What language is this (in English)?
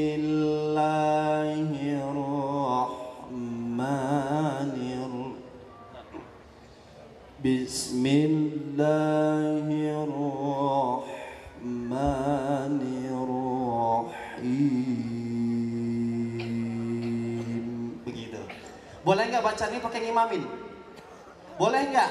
Indonesian